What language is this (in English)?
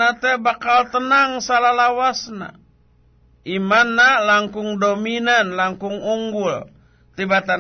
Sundanese